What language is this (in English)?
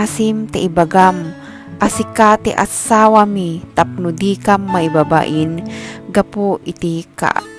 Iloko